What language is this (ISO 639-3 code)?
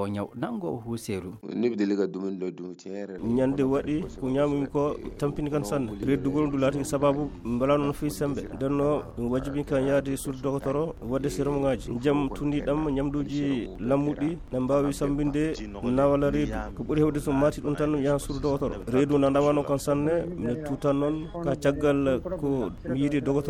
ful